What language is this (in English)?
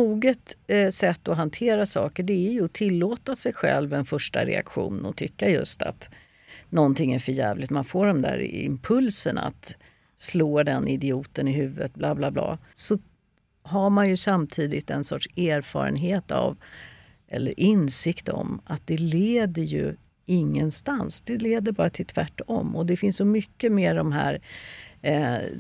Swedish